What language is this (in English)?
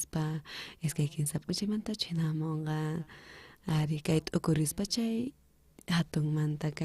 South Bolivian Quechua